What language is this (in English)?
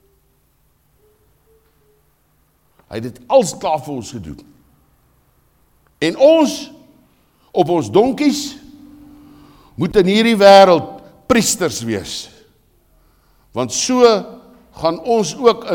Afrikaans